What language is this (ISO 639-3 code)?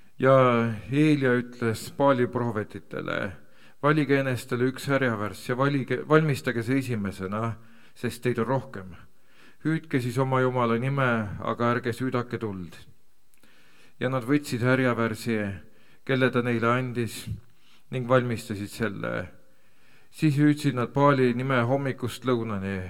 est